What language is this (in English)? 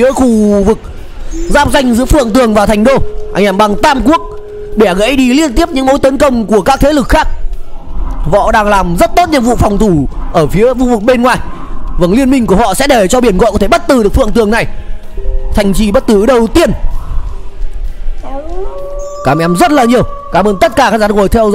Vietnamese